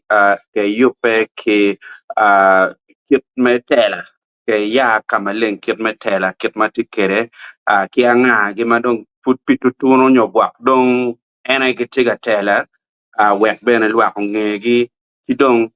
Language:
Acoli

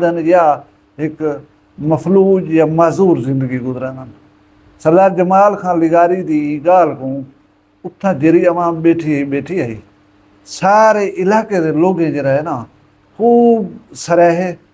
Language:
Saraiki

